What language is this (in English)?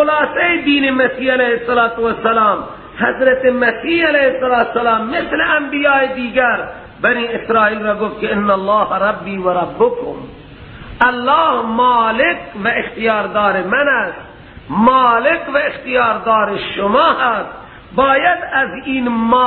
Persian